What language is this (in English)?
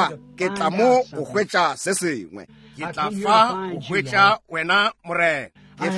Northern Sotho